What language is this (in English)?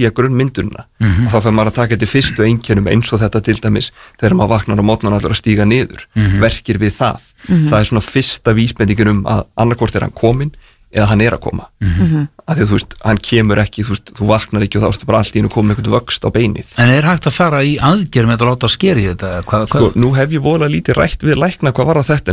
Icelandic